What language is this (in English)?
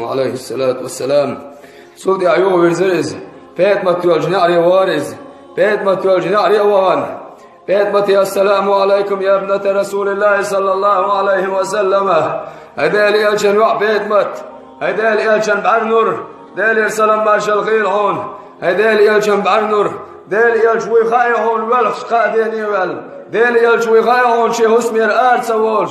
Chechen